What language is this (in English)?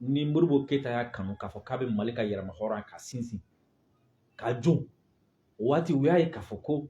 Bambara